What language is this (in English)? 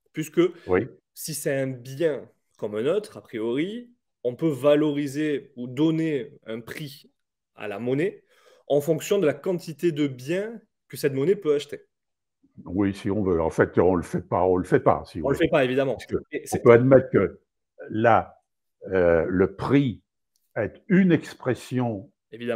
French